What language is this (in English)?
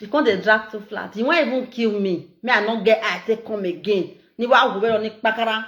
Nigerian Pidgin